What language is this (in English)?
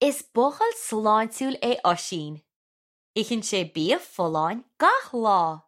Irish